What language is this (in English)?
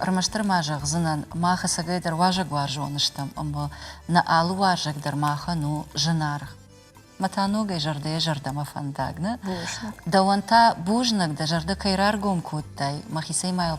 Ossetic